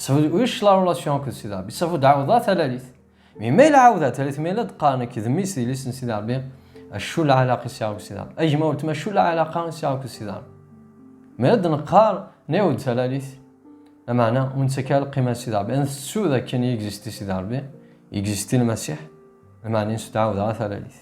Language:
Kabyle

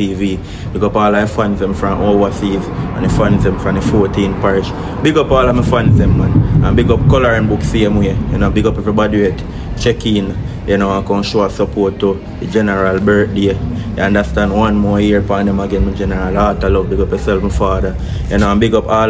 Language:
Jamaican Creole English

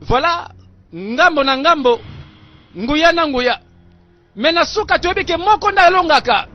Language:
Lingala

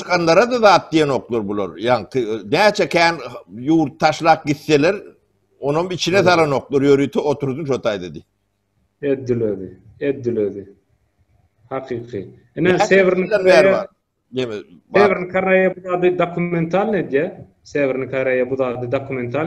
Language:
Turkmen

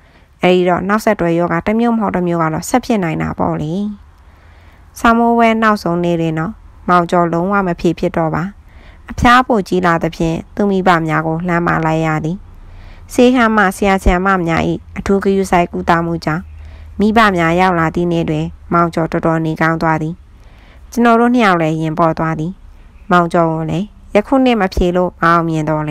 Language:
Burmese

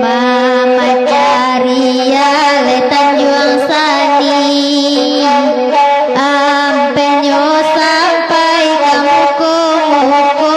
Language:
Minangkabau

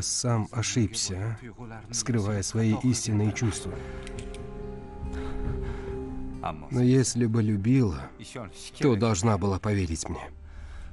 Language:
Russian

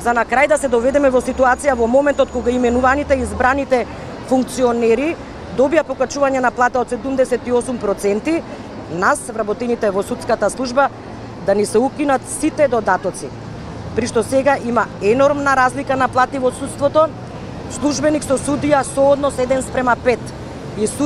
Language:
Macedonian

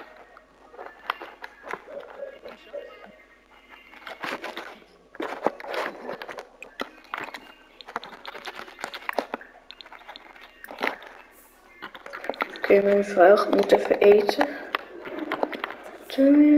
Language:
Dutch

